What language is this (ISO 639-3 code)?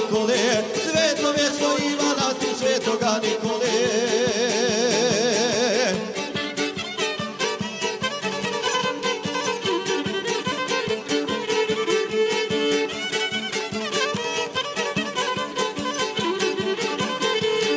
hrv